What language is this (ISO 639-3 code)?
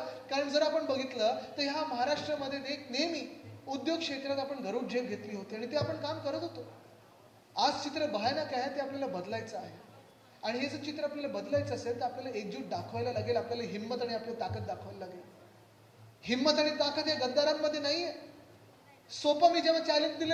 mar